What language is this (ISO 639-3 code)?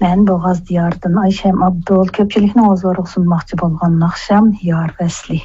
uig